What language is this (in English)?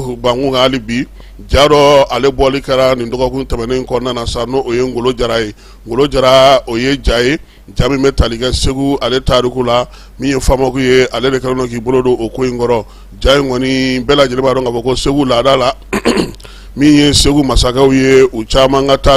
Bambara